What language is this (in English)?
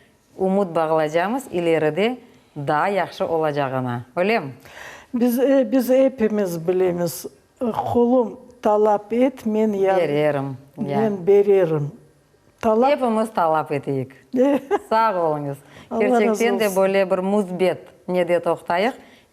Crimean Tatar